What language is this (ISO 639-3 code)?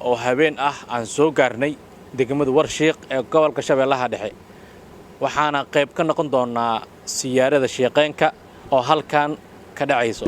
som